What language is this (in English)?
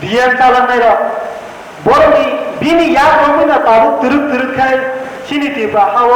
Kok Borok